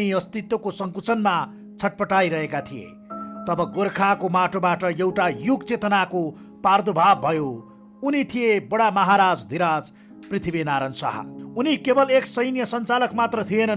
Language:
Nepali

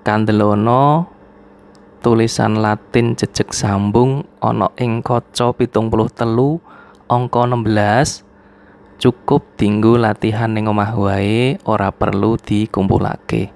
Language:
Javanese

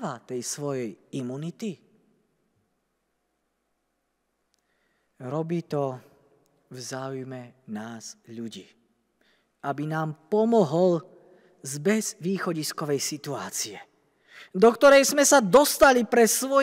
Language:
Slovak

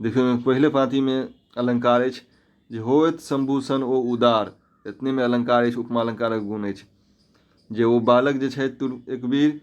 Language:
Maithili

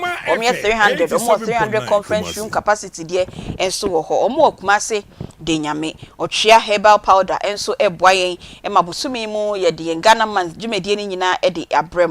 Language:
Akan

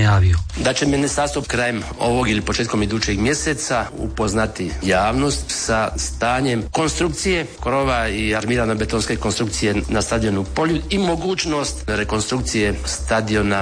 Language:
Croatian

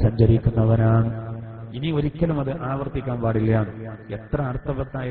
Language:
Malayalam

